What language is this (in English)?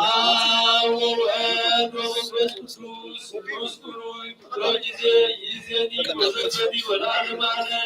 Geez